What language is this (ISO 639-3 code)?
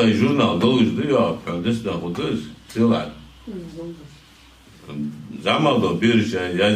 inh